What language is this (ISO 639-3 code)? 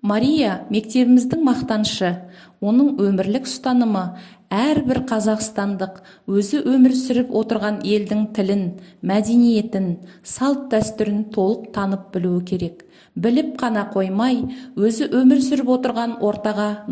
kaz